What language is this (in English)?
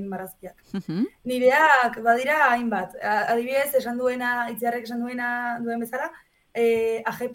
Basque